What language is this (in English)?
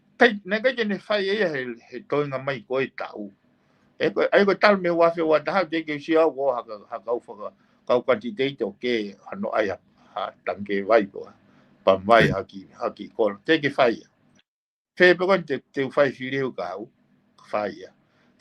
Tongan